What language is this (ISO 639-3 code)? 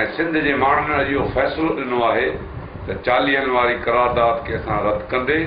snd